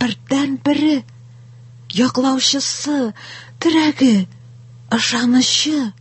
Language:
Tatar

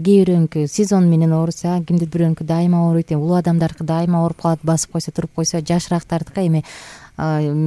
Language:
Kyrgyz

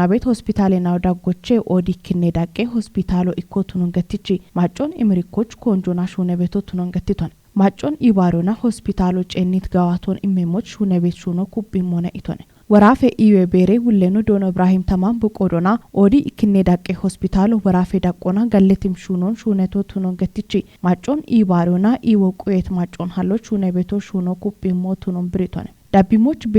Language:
Kafa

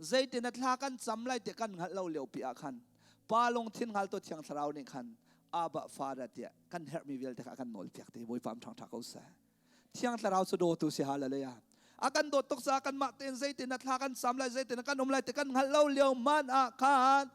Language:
Hakha Chin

